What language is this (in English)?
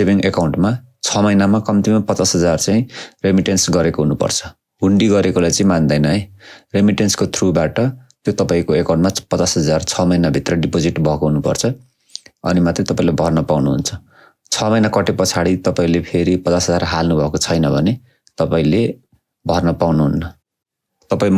Nepali